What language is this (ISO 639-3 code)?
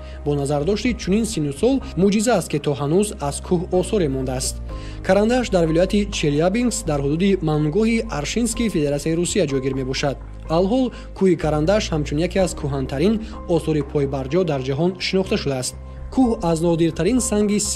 tgk